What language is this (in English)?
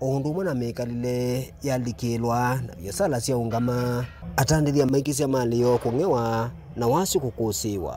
Kamba